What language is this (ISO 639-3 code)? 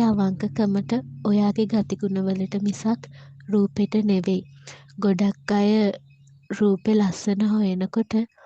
sin